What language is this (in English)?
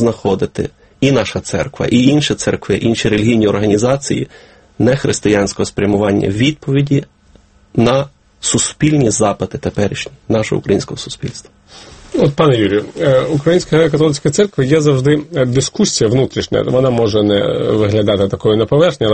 Ukrainian